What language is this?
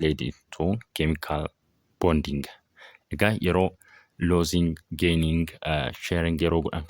Oromo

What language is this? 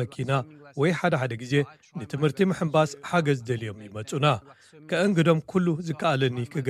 Tigrinya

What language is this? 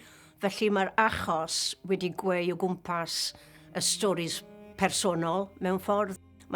Welsh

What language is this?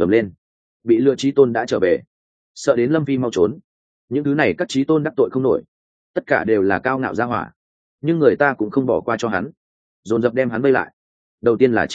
Vietnamese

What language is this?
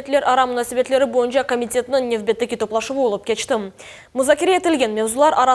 Crimean Tatar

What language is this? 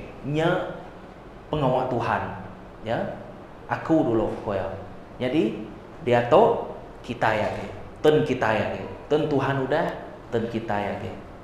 Iban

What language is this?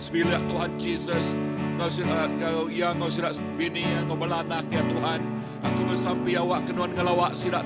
Iban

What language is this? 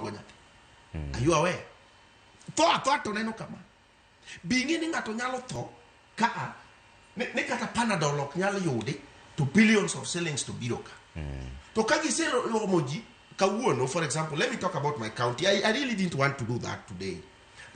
Luo (Kenya and Tanzania)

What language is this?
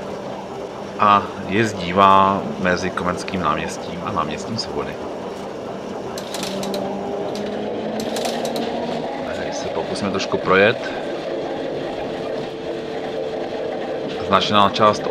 Czech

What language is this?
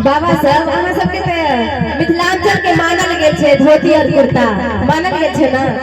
Maithili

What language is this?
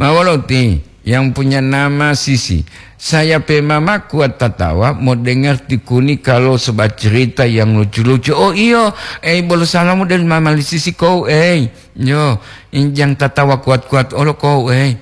Gorontalo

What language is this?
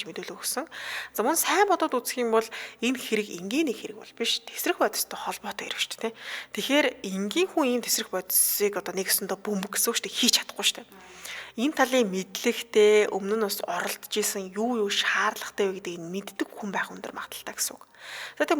Mongolian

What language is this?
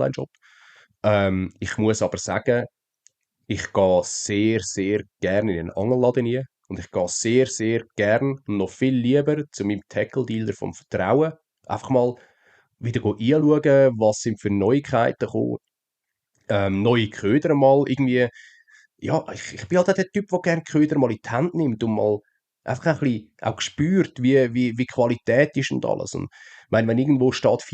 Swiss German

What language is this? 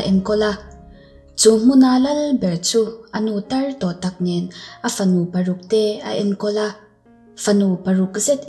Mizo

